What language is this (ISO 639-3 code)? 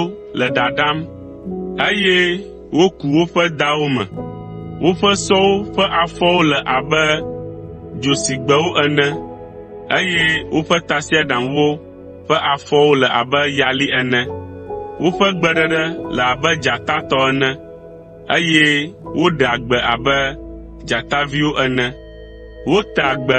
ewe